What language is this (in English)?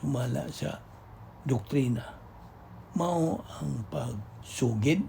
Cebuano